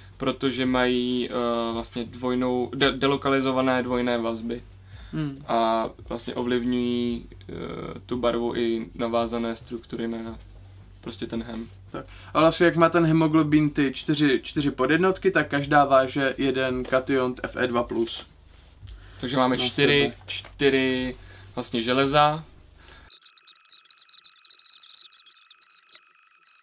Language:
Czech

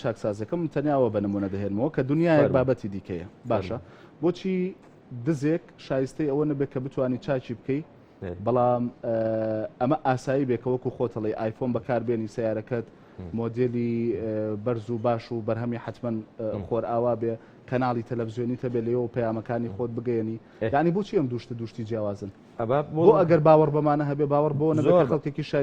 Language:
Central Kurdish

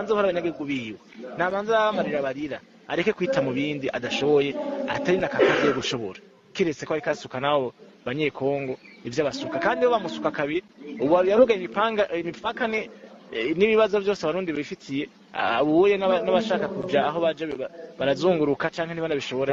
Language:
Rundi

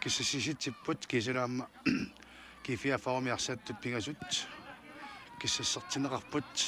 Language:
Kalaallisut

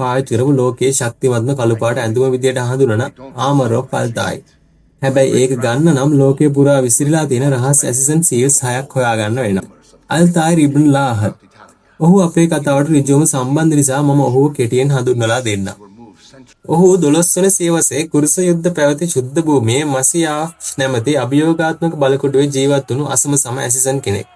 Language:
Sinhala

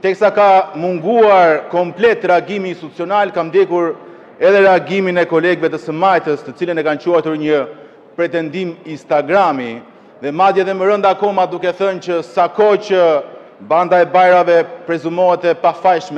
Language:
Albanian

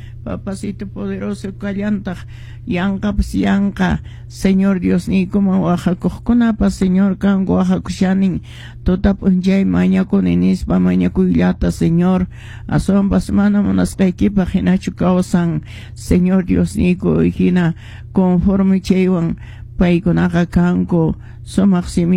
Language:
Quechua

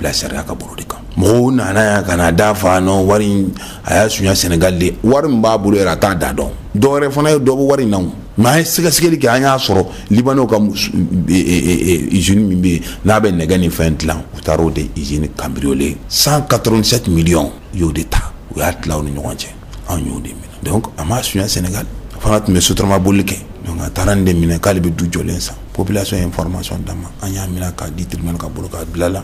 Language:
Bambara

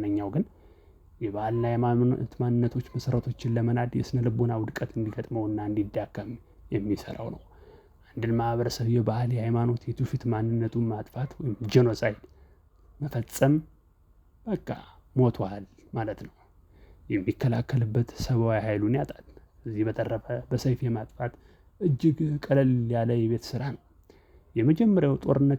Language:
Amharic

